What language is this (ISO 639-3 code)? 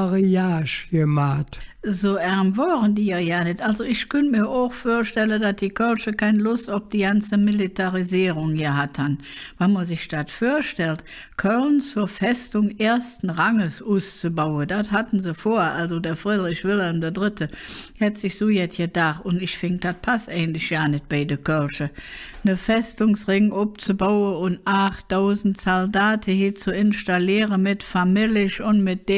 ksh